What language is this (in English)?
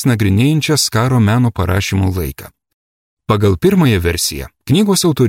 Lithuanian